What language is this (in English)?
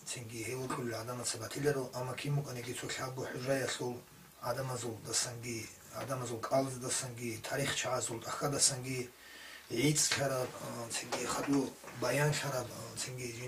Avaric